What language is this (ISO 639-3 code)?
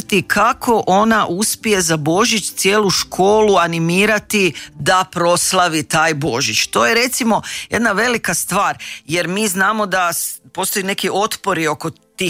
hrv